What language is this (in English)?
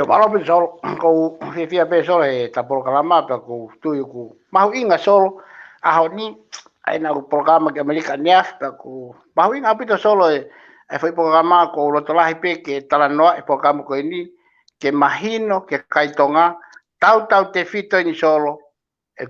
Tongan